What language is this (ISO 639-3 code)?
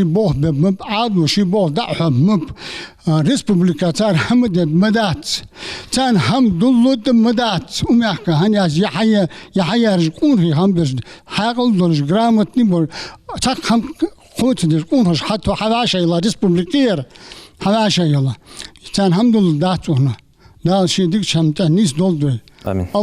inh